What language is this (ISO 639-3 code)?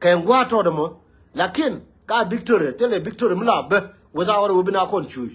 nus